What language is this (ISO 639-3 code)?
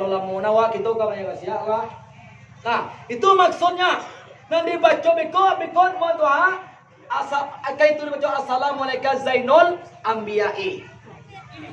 min